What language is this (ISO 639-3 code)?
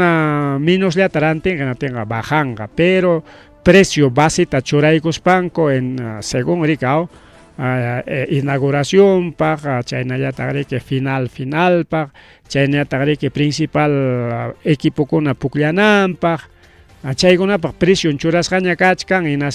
quy